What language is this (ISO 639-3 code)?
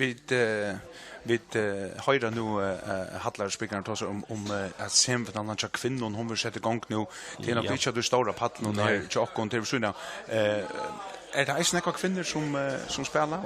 fao